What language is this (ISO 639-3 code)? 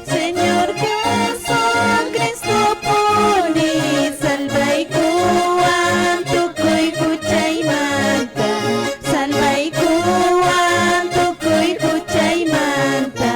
que